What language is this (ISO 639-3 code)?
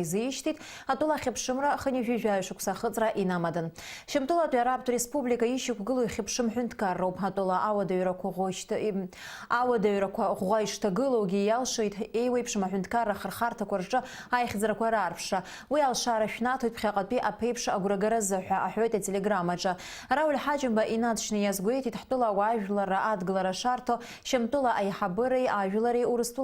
abk